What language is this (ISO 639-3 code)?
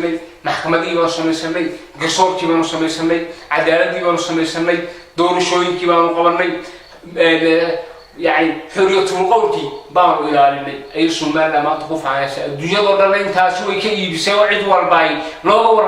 som